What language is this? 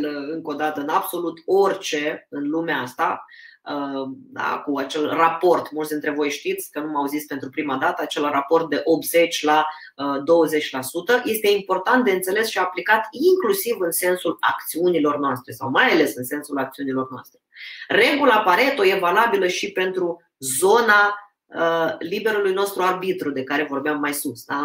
Romanian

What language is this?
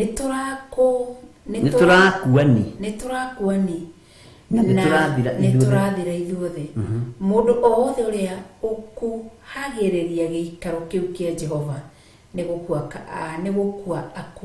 Kikuyu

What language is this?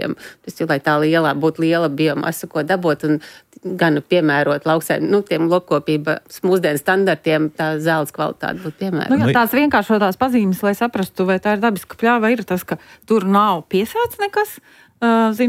Latvian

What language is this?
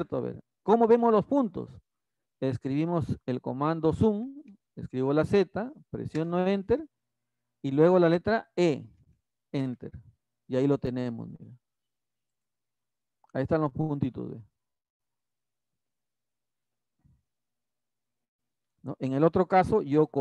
Spanish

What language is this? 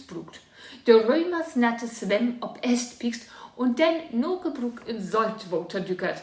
Low German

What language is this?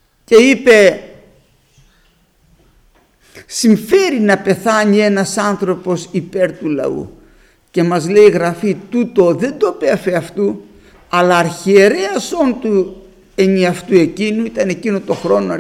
Greek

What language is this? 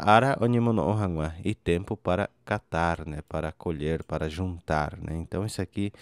Guarani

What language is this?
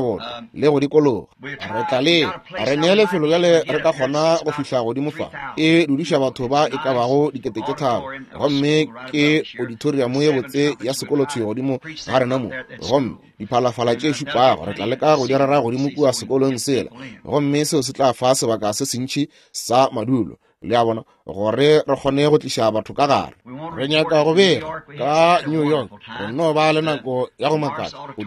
Northern Sotho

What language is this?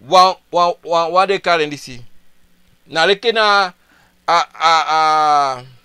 Sranan Tongo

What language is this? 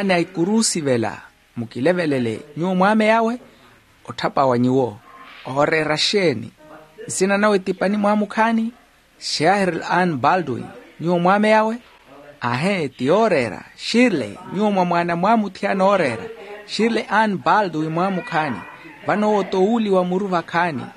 Makhuwa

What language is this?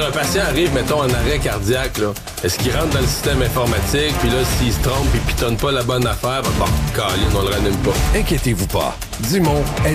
French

